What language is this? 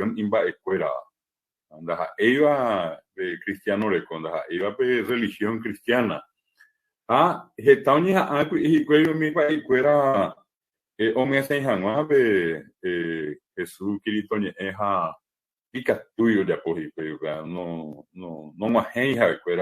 Guarani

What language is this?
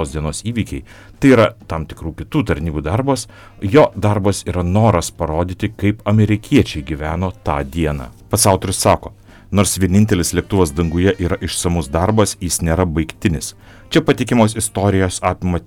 Lithuanian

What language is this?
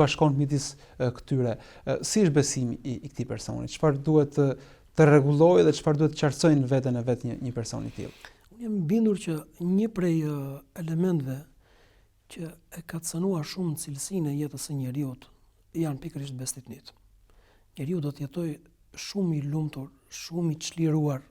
Albanian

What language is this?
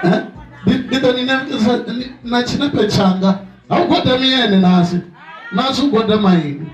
Venda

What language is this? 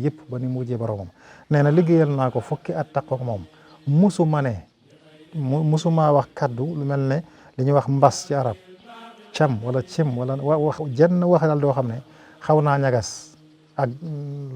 Wolof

